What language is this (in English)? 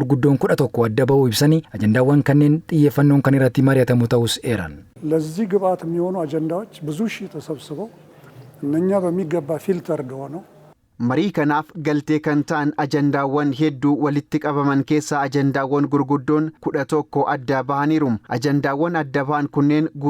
Oromo